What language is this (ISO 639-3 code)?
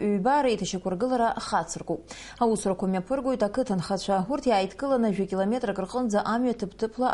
abk